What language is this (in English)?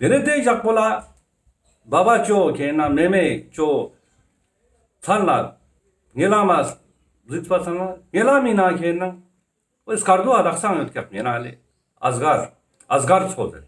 Ladakhi